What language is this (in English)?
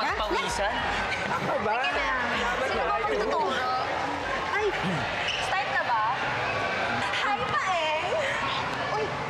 Filipino